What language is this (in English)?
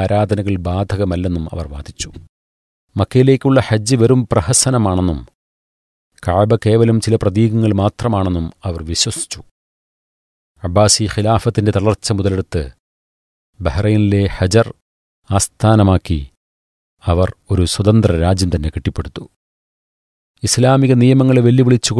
Malayalam